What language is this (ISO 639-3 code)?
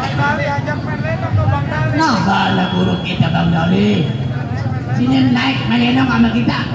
bew